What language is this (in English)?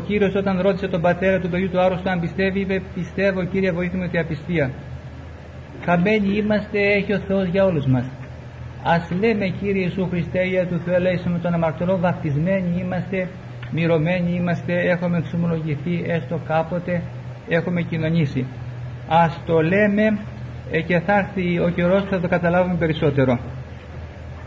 Greek